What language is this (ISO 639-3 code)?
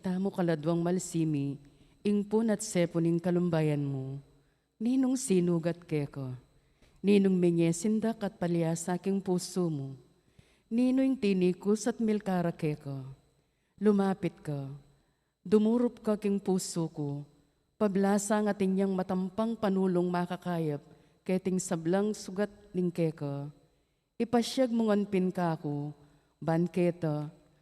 pam